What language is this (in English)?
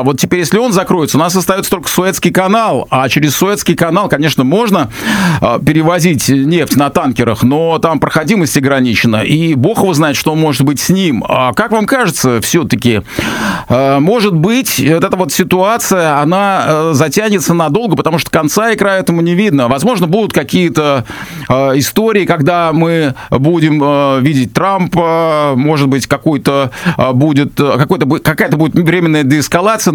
Russian